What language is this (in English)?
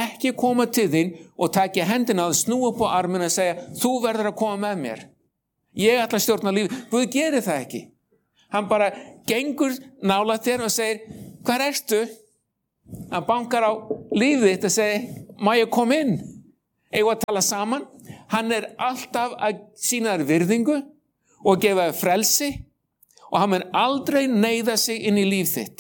Icelandic